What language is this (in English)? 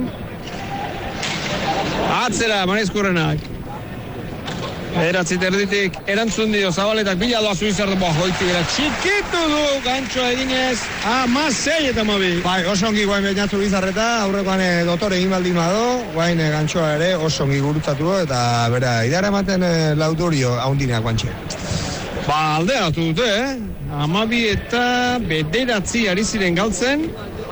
Basque